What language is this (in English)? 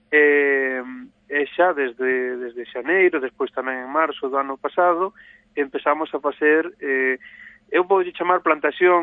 Galician